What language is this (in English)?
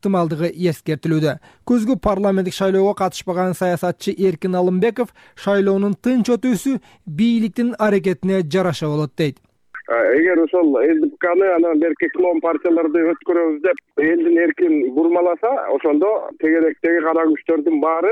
Kyrgyz